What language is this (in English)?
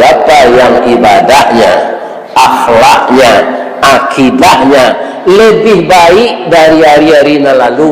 Minangkabau